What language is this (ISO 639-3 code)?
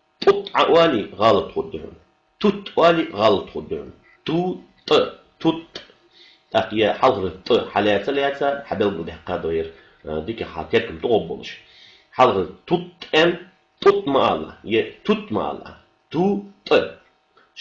inh